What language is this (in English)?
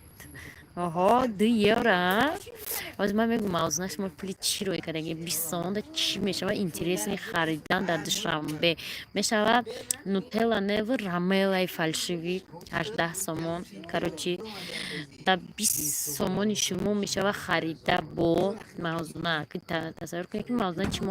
Tajik